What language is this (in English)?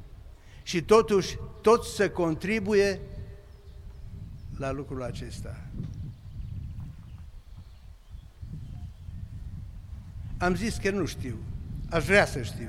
Romanian